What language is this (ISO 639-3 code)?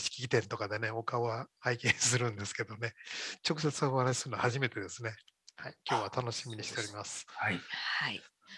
jpn